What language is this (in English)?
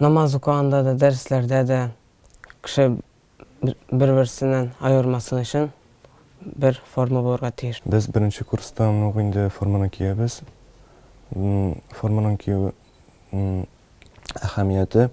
Tatar